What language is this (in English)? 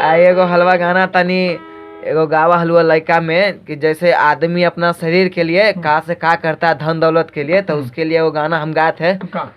Magahi